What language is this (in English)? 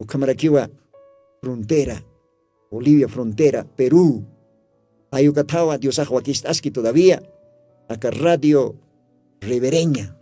Aymara